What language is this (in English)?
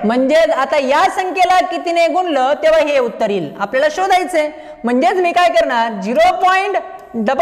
Marathi